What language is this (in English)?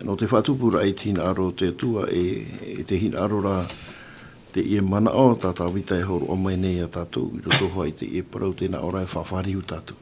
Tahitian